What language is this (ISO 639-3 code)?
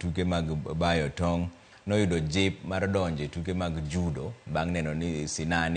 luo